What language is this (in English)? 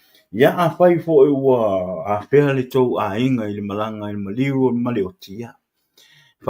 Samoan